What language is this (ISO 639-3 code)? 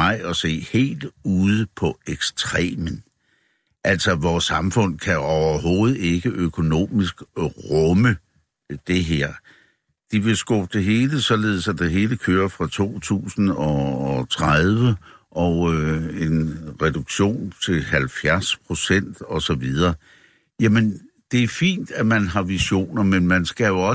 dan